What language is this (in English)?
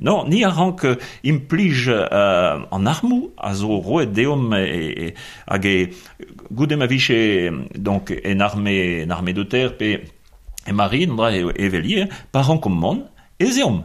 Breton